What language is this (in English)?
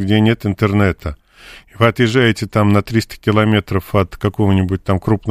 Russian